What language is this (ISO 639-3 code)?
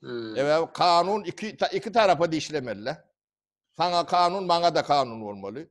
tuk